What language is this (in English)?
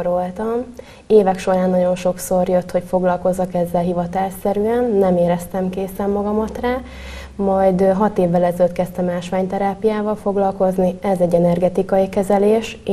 Hungarian